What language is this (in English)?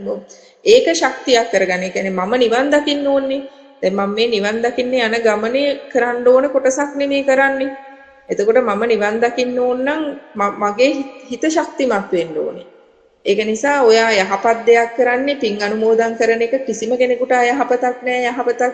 Sinhala